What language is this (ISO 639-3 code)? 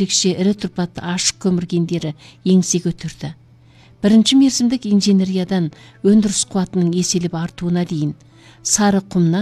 kaz